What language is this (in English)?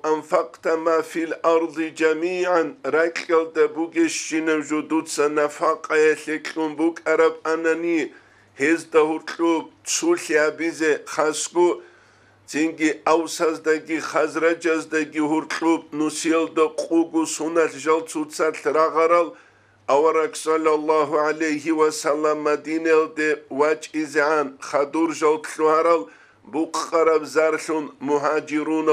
Avaric